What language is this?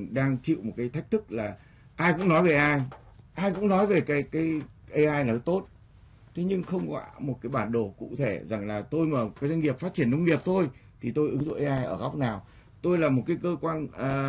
Vietnamese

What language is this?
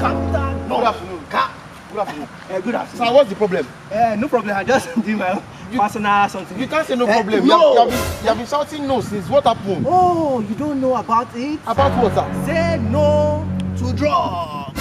Nigerian Pidgin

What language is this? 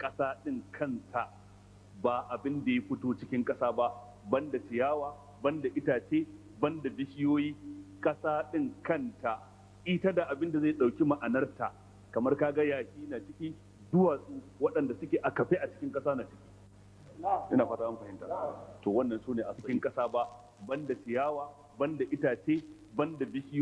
Hausa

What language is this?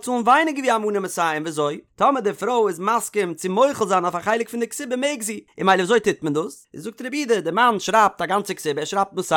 Yiddish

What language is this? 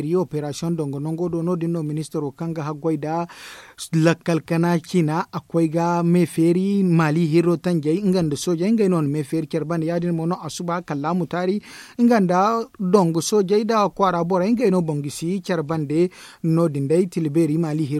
Zarma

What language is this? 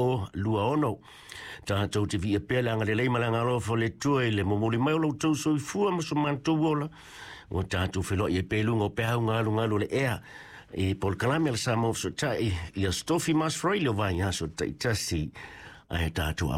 Samoan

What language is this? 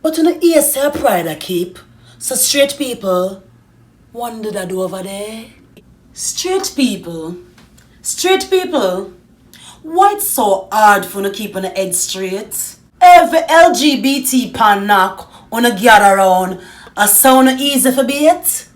Jamaican Creole English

